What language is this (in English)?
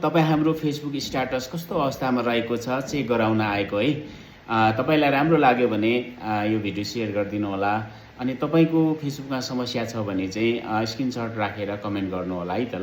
Nepali